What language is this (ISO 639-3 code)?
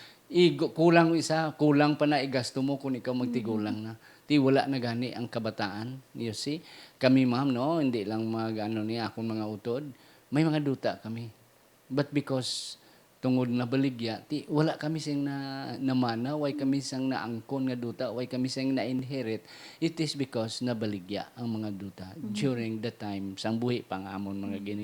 hil